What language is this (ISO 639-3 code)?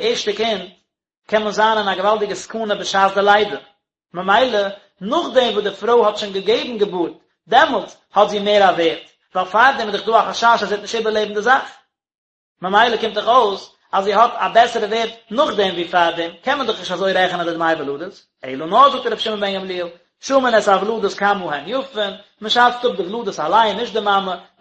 yid